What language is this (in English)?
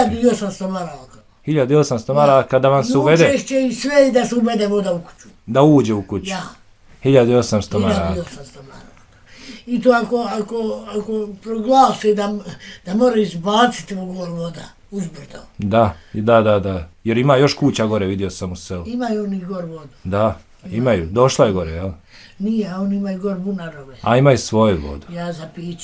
Bosnian